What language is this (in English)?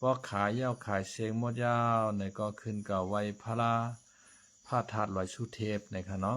Shan